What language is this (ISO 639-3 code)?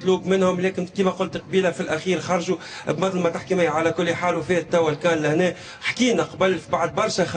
aeb